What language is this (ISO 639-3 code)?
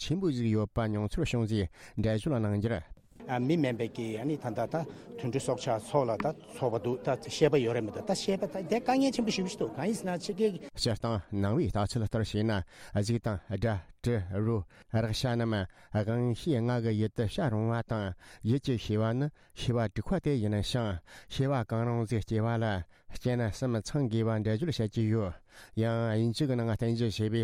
bod